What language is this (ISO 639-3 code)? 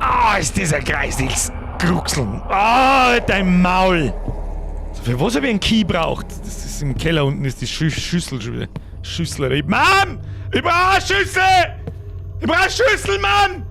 bar